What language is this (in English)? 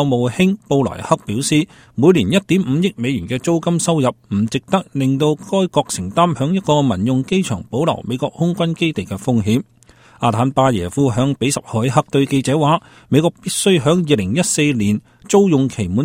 Cantonese